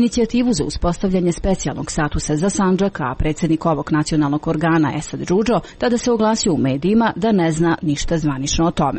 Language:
Serbian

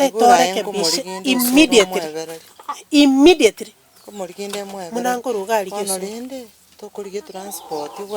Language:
Gusii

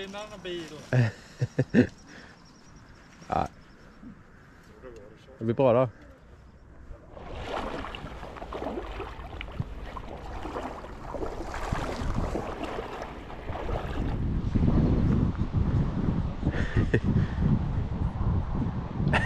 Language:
Norwegian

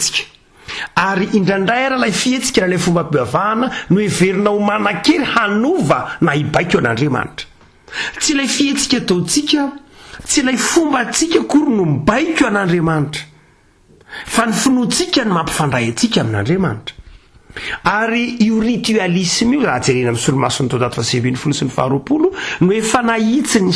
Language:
Malagasy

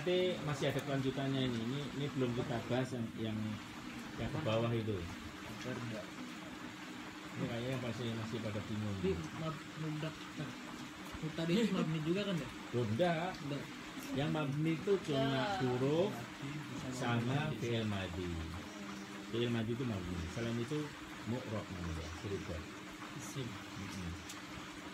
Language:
Indonesian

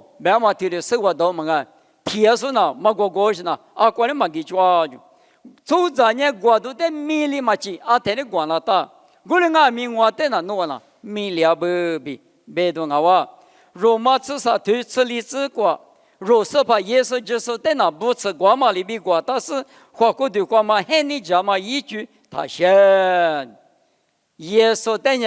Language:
Lisu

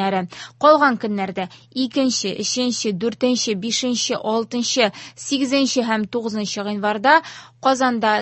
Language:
Tatar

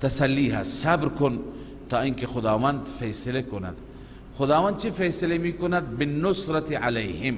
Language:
Persian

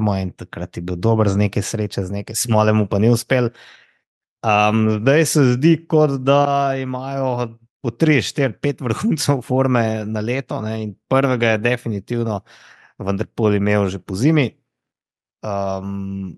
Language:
Slovenian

